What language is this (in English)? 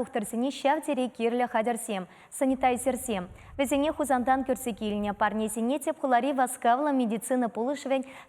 Chuvash